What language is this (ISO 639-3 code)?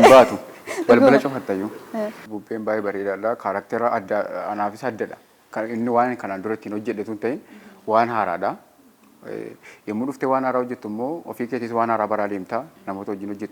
orm